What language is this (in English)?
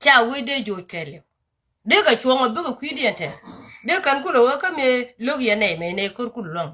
Nuer